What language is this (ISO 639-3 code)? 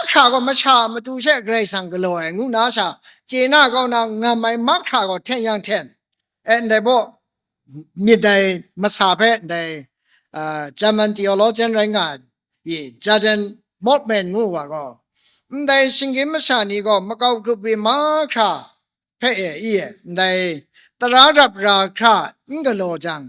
kac